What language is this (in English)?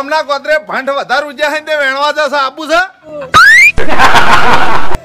Gujarati